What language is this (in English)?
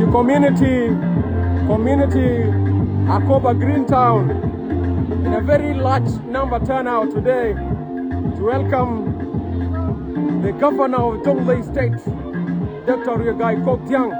Nuer